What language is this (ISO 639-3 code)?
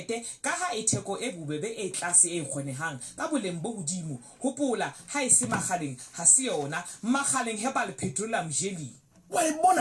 sot